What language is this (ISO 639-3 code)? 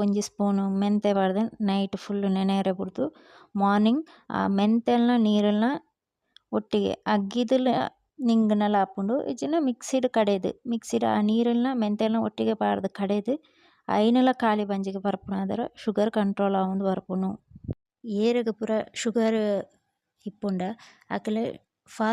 tcy